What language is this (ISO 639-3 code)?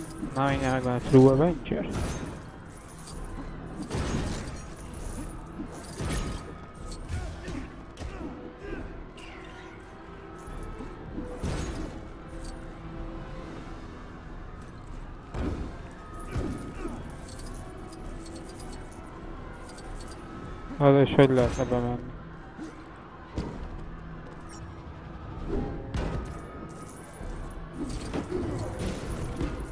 hun